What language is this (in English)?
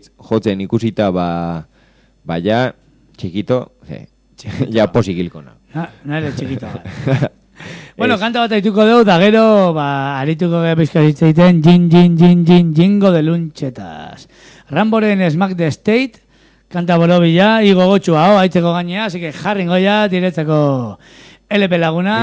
Basque